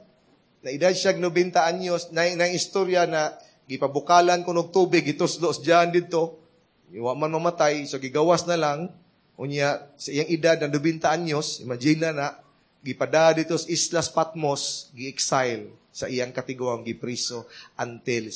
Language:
Cebuano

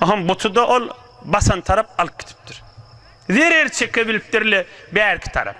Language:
Turkmen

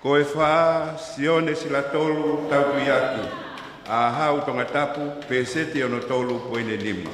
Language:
Tongan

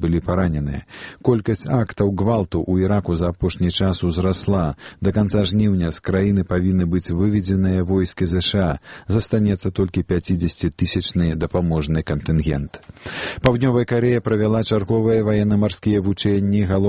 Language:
Belarusian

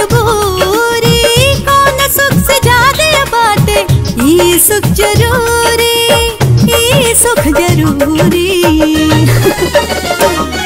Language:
Bhojpuri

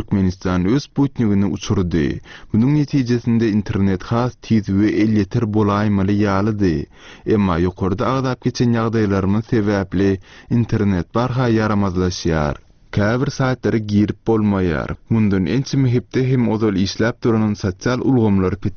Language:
Turkmen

